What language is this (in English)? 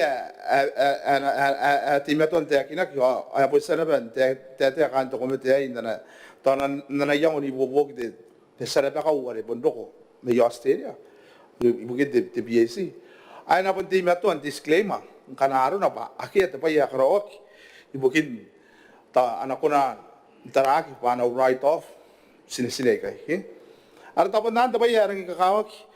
Gilbertese